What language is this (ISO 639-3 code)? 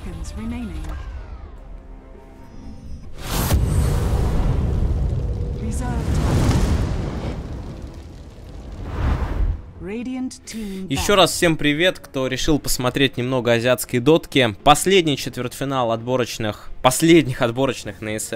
rus